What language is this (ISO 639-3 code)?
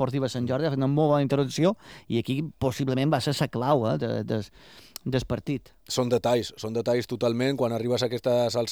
cat